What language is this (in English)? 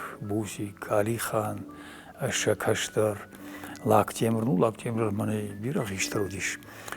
Ossetic